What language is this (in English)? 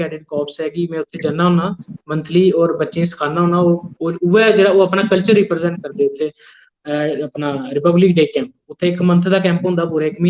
Dogri